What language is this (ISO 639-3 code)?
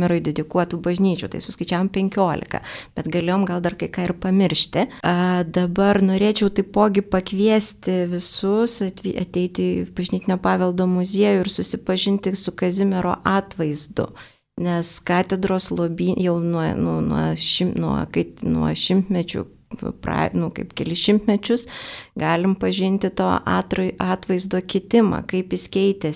lit